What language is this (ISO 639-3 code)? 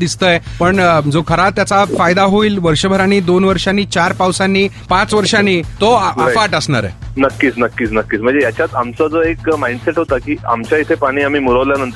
mar